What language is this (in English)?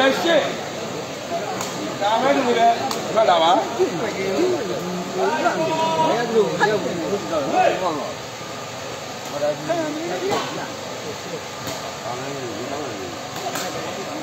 Burmese